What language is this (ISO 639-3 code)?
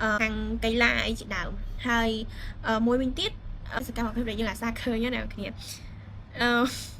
khm